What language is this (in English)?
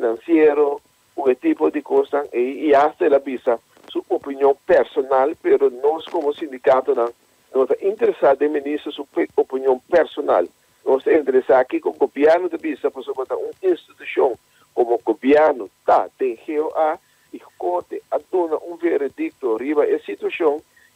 Papiamento